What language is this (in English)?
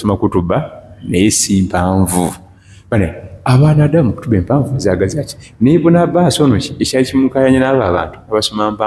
Ganda